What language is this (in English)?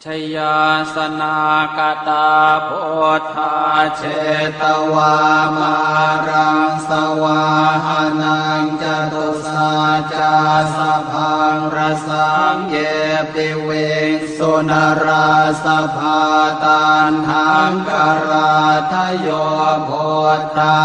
Pali